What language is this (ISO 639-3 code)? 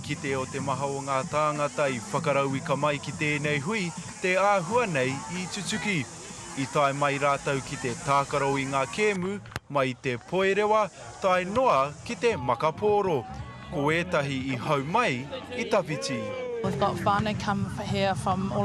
mri